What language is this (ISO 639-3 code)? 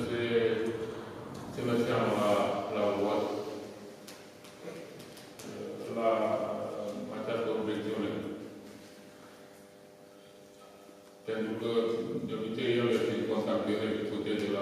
ron